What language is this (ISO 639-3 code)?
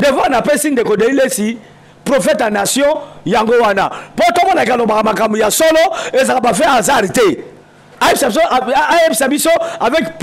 lin